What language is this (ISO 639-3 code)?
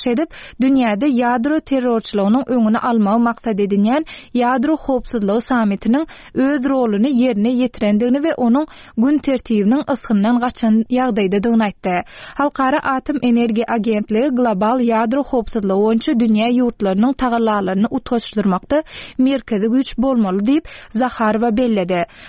tuk